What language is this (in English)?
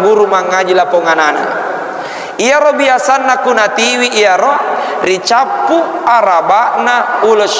Buginese